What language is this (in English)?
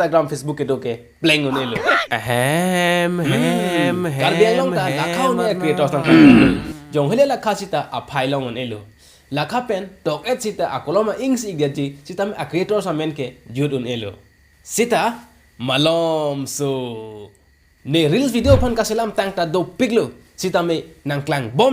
Karbi